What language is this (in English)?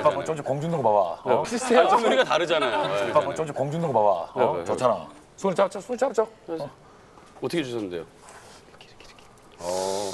Korean